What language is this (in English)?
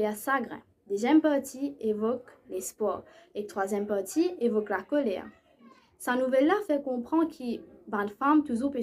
Morisyen